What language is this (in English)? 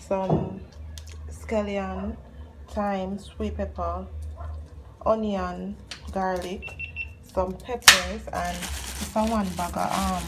Jamaican Creole English